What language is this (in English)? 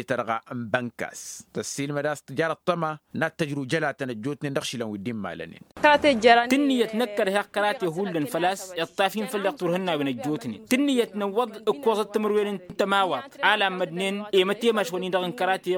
Tamasheq